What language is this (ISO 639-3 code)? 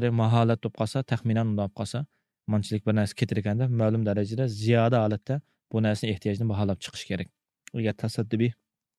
uig